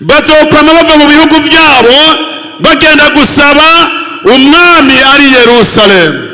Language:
Rundi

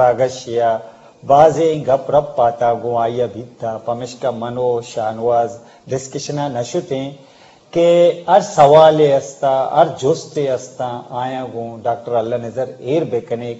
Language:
Eastern Balochi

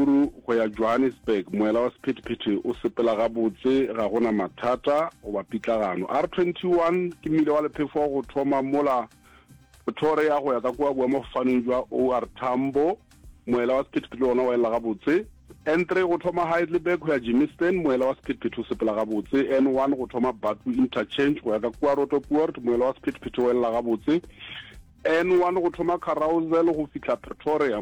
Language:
Northern Sotho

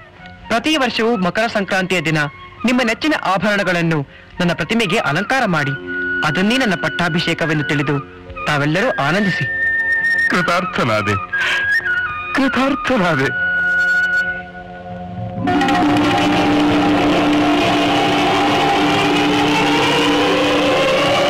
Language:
Kannada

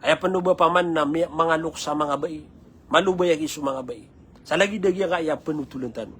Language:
Maranao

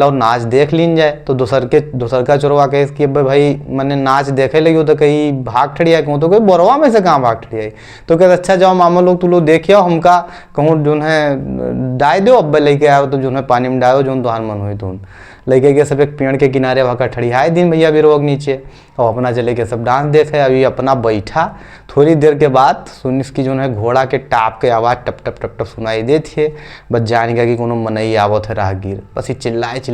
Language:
Awadhi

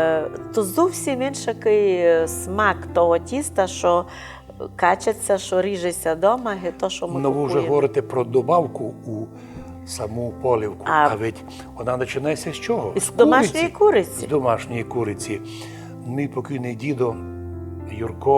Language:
Rusyn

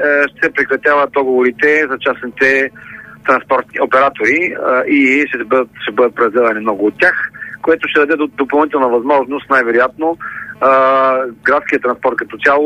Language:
Bulgarian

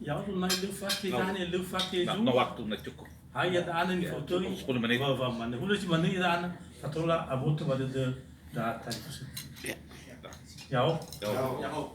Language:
Nias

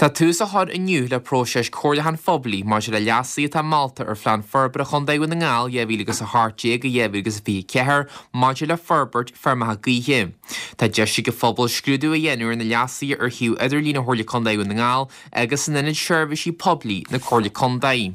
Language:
Irish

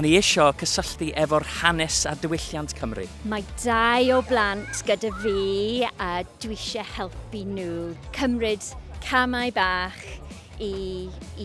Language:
Welsh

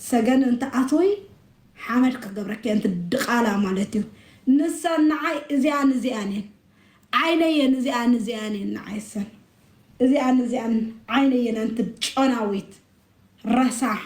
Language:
Tigrinya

